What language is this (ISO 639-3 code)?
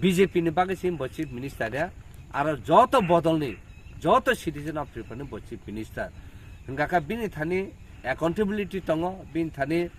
trp